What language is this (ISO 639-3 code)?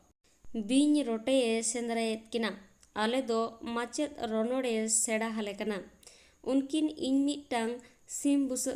sat